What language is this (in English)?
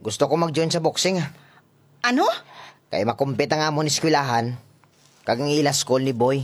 Hiligaynon